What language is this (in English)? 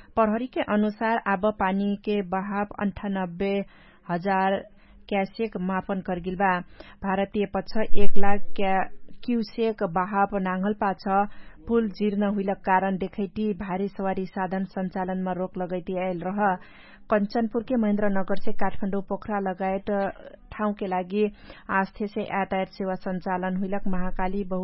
Dangaura Tharu